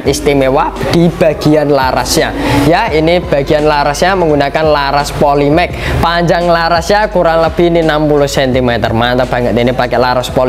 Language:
Indonesian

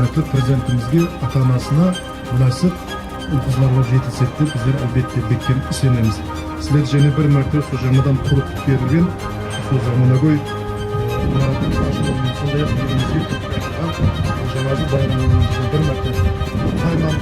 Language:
Kara-Kalpak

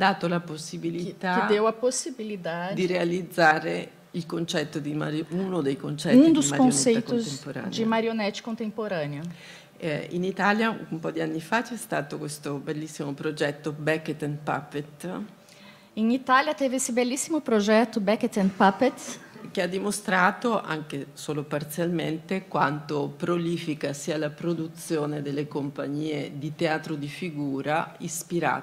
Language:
Italian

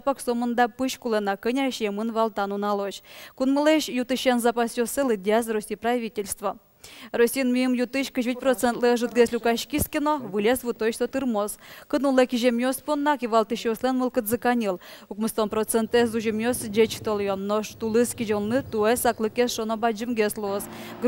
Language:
Udmurt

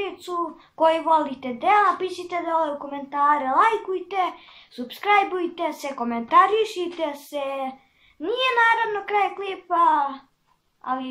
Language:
Serbian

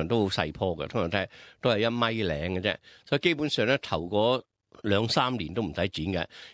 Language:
Cantonese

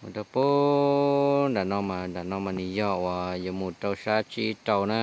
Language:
Hmong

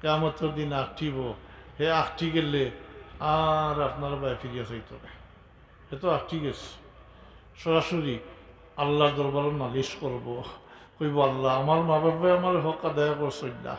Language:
Sylheti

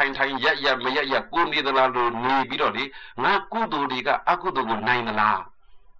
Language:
Burmese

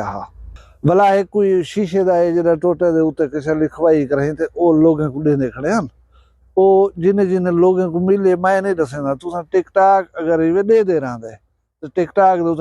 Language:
Saraiki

